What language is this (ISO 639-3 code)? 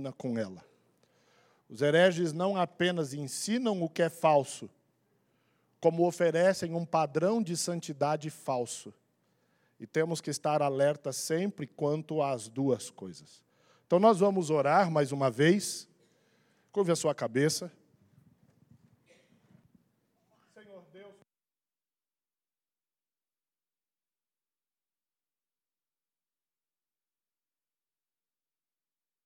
por